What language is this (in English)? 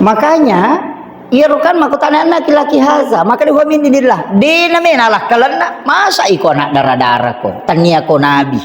Buginese